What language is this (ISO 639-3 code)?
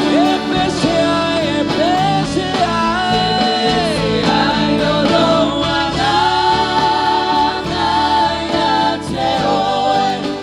smo